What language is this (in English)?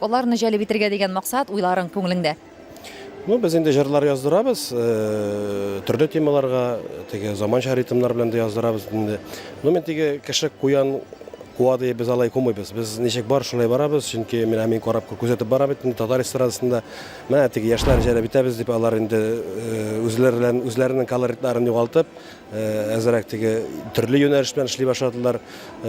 Tatar